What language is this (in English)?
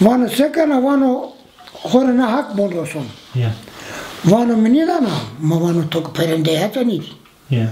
Zaza